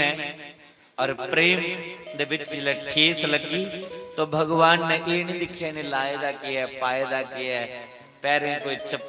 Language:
Dogri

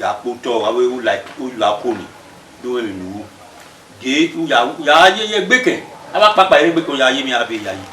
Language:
Bini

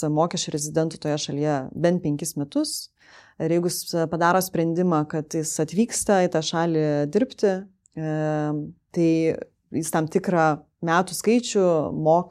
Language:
Lithuanian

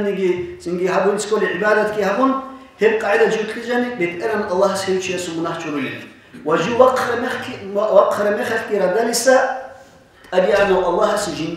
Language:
Avaric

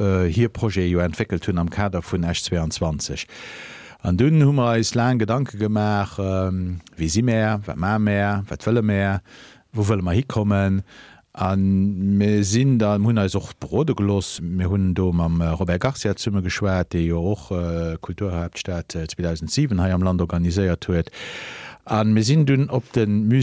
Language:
Luxembourgish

